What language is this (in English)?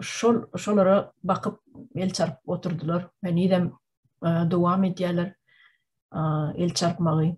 Turkmen